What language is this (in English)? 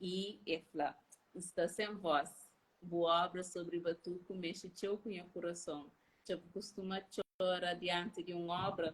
Kabuverdianu